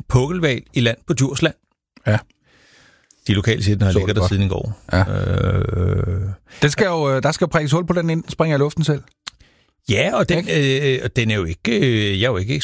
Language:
Danish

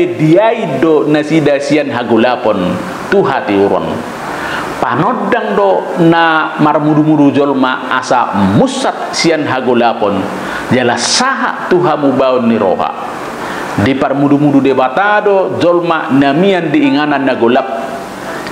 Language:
Batak Toba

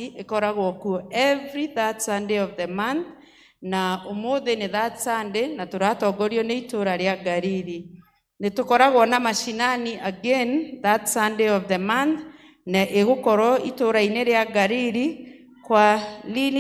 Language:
Kikuyu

